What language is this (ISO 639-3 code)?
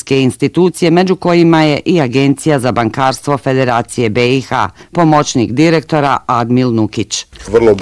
bos